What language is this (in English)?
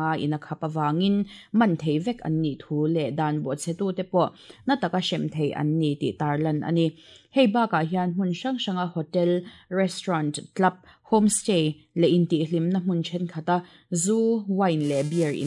Mizo